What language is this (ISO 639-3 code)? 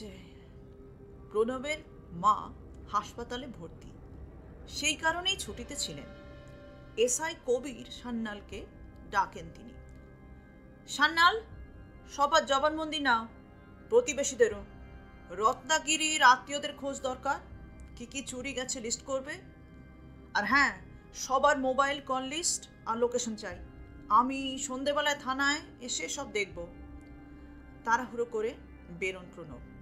ben